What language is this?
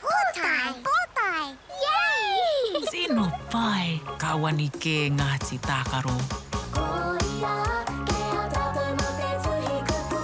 Māori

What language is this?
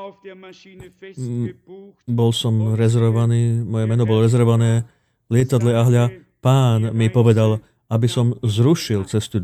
Slovak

